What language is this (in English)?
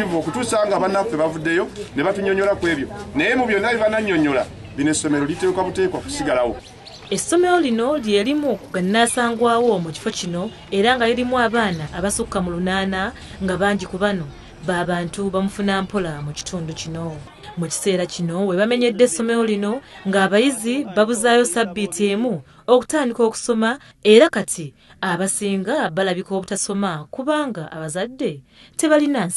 Ganda